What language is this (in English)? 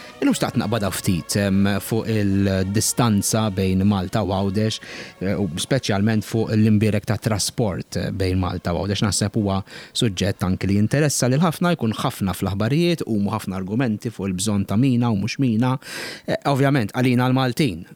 Maltese